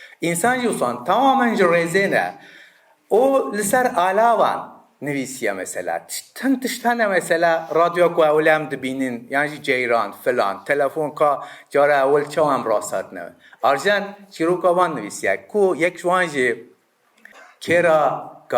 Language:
Kurdish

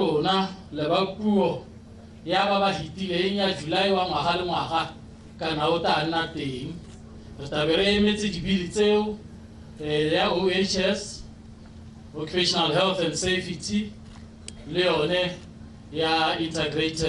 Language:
Tswana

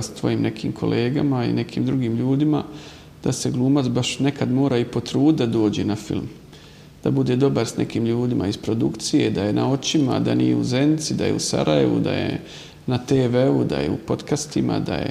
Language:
Bosnian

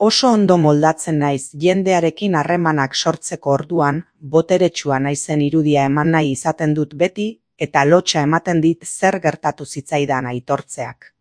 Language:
Basque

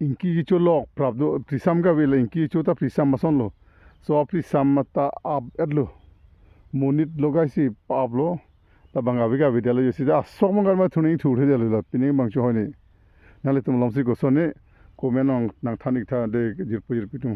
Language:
Karbi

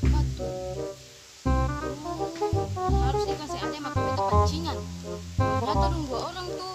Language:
Ambonese Malay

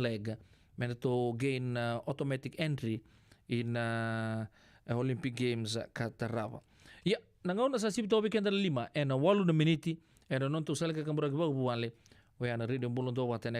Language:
Fijian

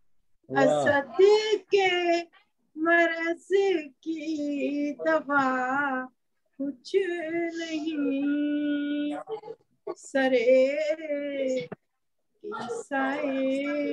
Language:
Urdu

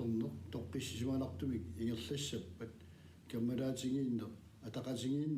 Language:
Kalaallisut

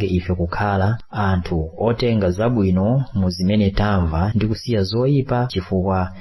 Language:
Nyanja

